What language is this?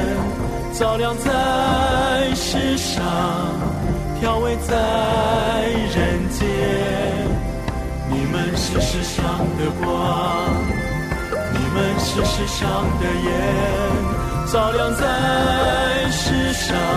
Chinese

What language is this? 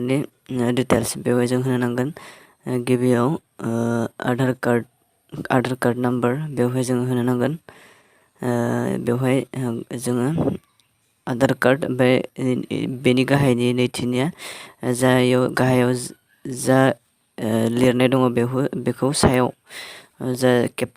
Bodo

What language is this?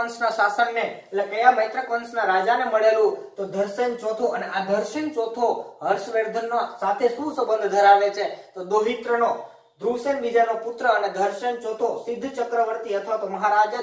Gujarati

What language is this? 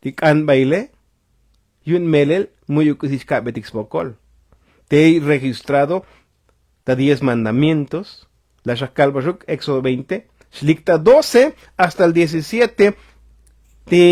Tzotzil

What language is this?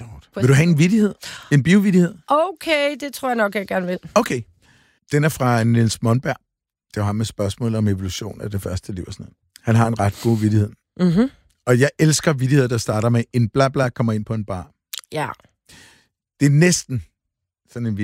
Danish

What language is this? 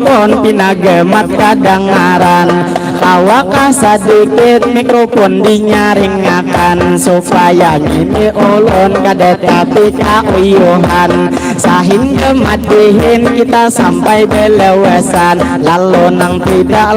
Banjar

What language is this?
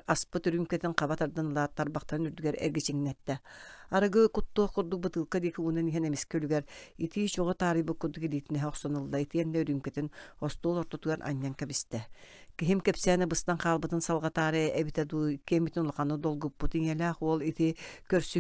Yakut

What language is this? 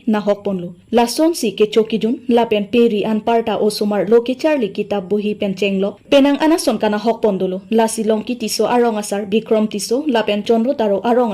Karbi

